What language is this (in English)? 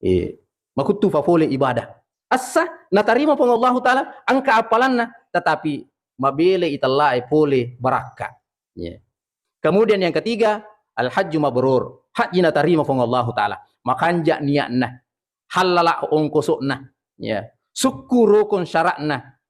Buginese